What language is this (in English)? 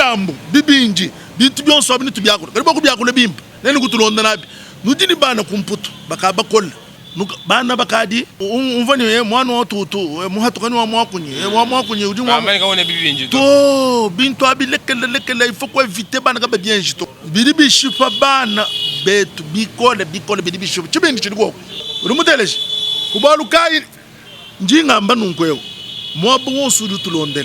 Luba-Lulua